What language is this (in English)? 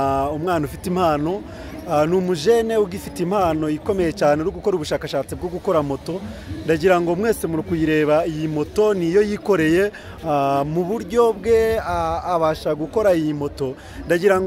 Kinyarwanda